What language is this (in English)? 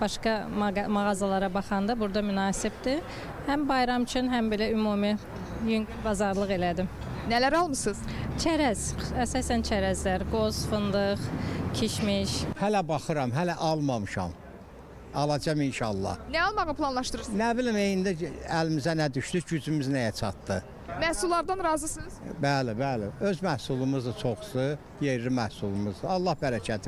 Azerbaijani